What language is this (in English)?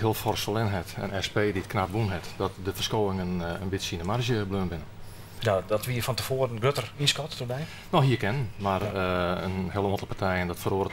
Western Frisian